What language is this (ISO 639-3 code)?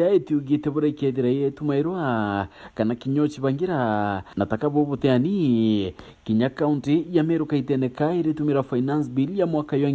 mer